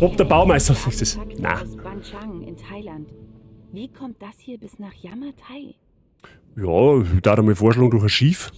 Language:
Bavarian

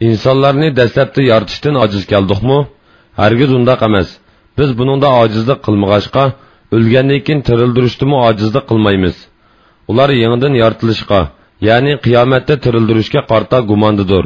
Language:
Uyghur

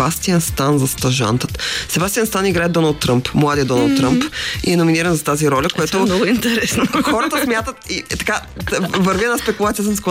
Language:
Bulgarian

